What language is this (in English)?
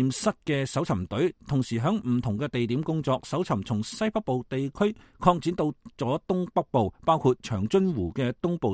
Cantonese